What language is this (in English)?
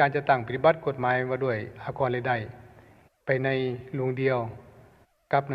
Lao